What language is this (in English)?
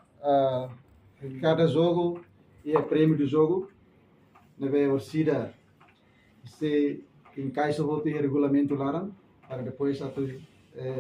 Tetum